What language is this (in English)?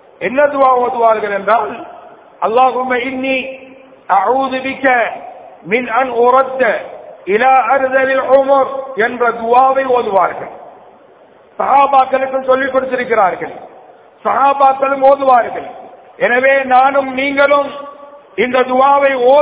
Tamil